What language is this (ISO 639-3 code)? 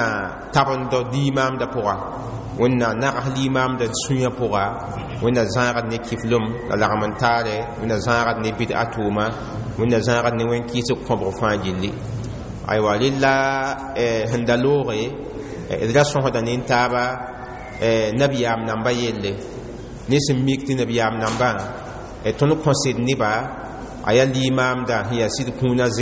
mos